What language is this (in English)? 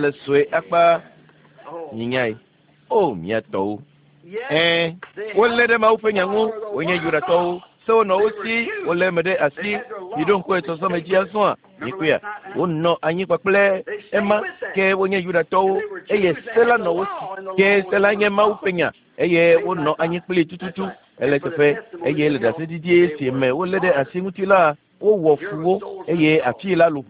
Ewe